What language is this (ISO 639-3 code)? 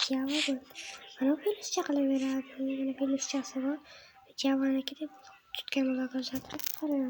uzb